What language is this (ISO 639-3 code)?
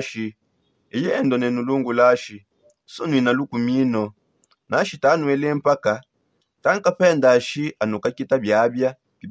sop